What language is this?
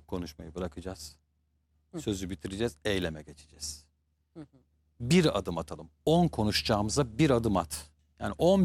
Turkish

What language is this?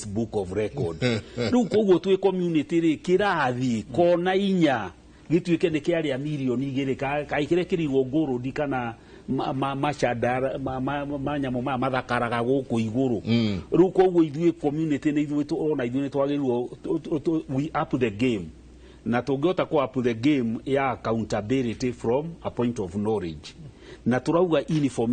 Kikuyu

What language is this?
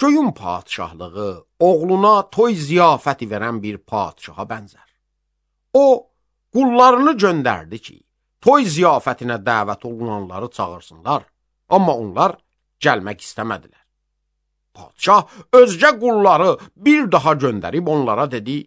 Azerbaijani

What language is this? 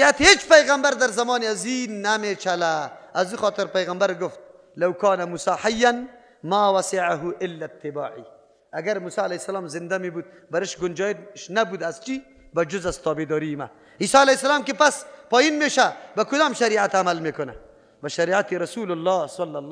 Persian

